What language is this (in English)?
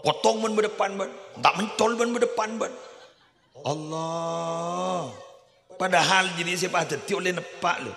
Madurese